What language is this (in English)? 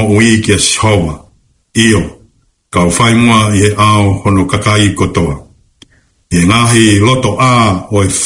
Tongan